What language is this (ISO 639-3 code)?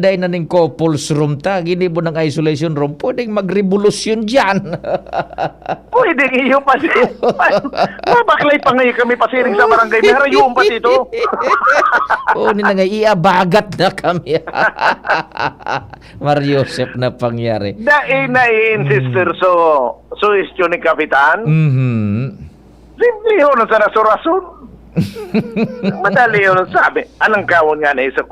bik